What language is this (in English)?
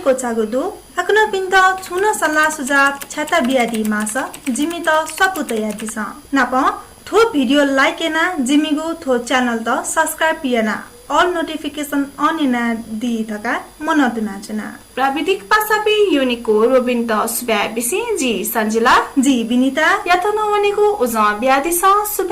Newari